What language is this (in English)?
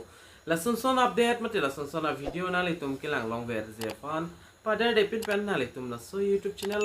Karbi